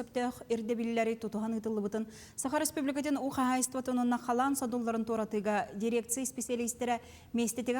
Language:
Yakut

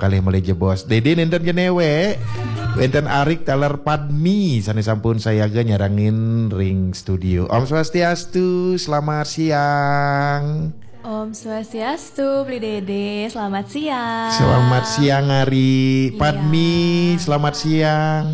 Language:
Balinese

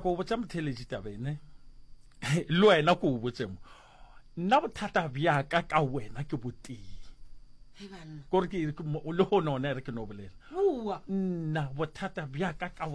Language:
Northern Sotho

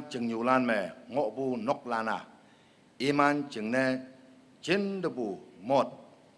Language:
Konyak Naga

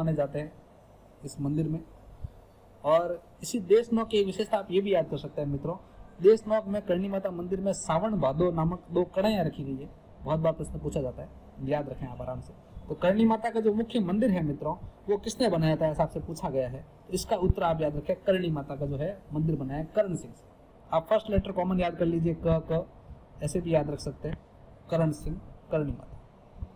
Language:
Hindi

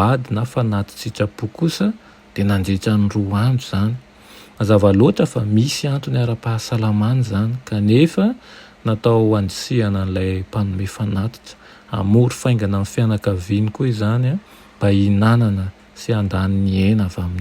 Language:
Malagasy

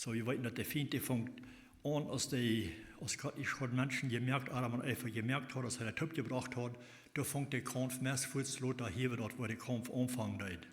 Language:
Plautdietsch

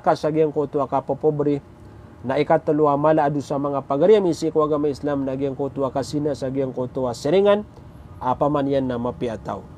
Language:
Maranao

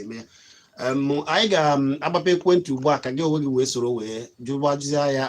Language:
Igbo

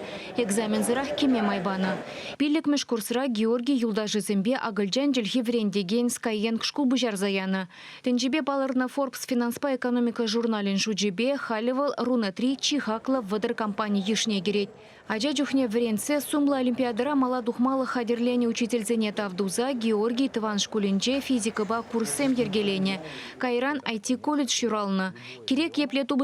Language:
Chuvash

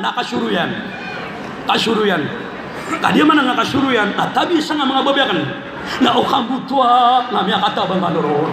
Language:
Maranao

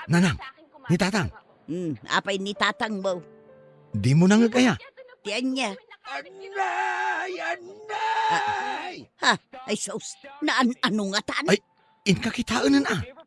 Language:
Iloko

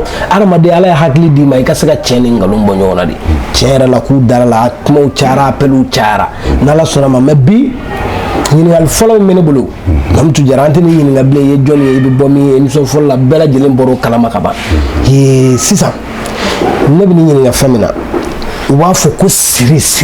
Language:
Bambara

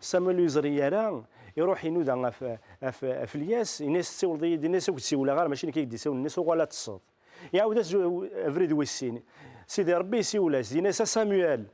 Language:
Kabyle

